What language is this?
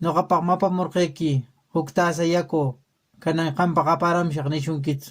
Quechua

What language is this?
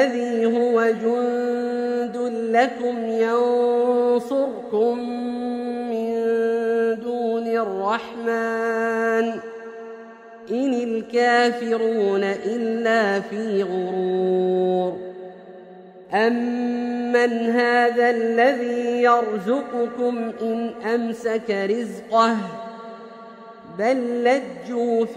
Arabic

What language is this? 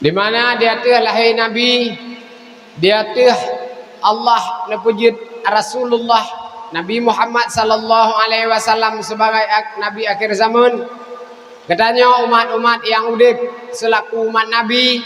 Achinese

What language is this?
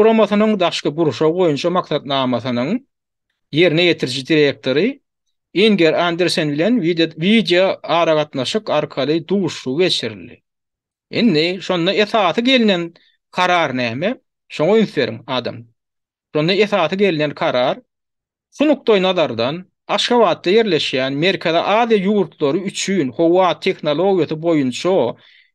Turkmen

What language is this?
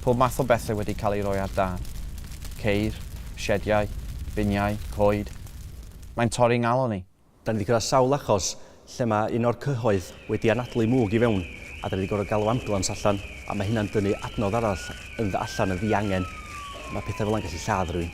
Welsh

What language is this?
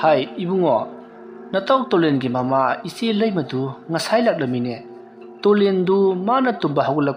Manipuri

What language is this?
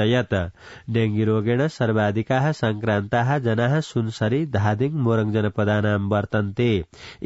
Sanskrit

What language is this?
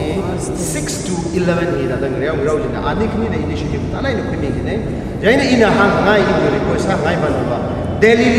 Tangkhul Naga (India)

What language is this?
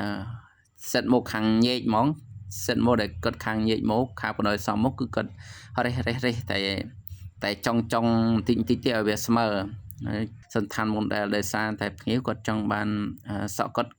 Khmer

